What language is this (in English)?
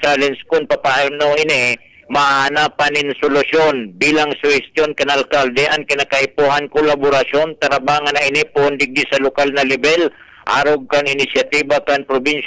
Bikol